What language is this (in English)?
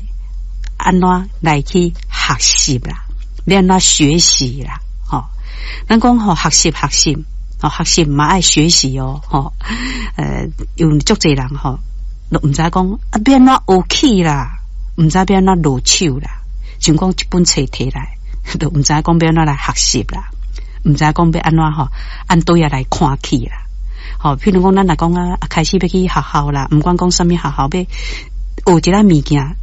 Min Nan Chinese